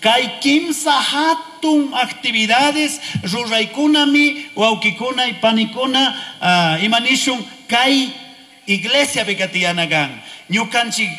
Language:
Chimborazo Highland Quichua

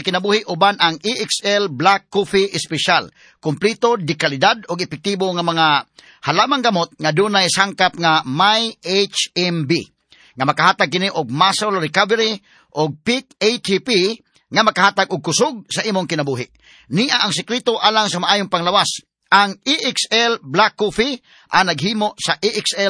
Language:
Cebuano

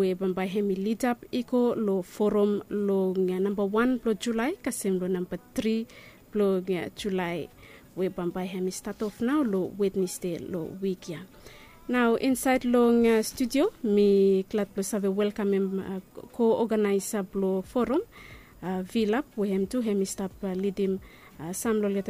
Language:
Bislama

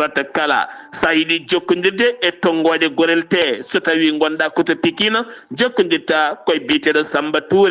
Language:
Fula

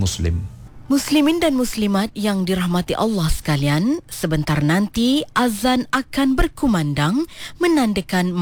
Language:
Malay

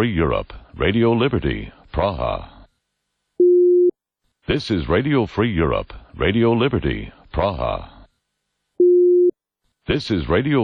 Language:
English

